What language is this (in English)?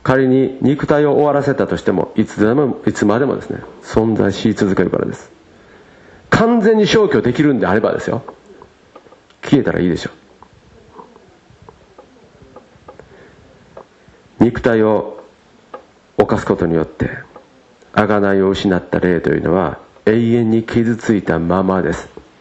Japanese